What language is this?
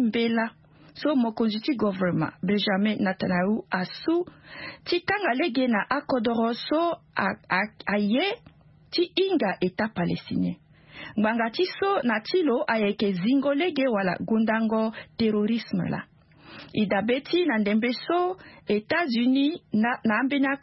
Sango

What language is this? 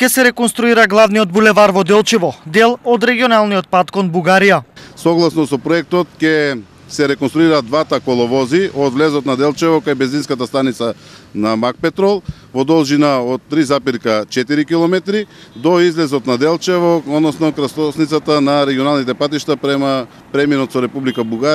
Macedonian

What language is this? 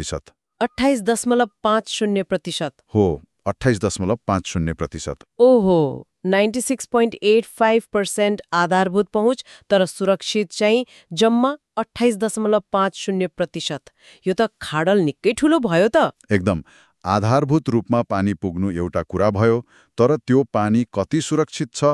Nepali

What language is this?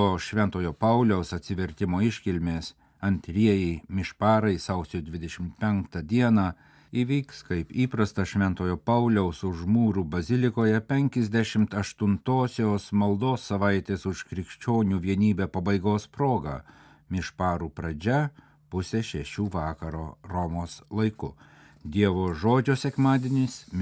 Lithuanian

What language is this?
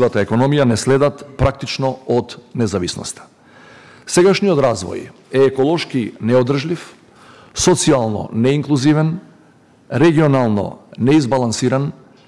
Macedonian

